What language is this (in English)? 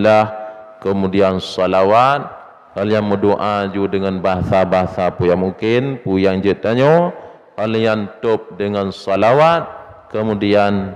Achinese